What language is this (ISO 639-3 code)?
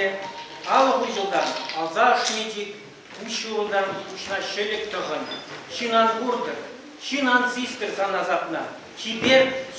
chv